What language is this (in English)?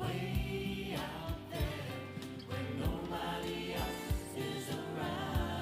Māori